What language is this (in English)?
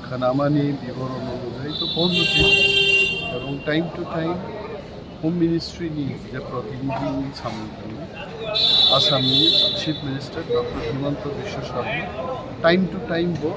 Kok Borok